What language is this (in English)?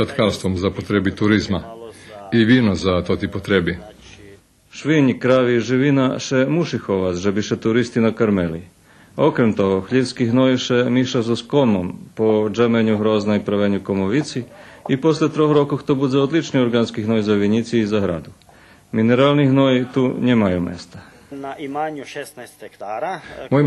Rusyn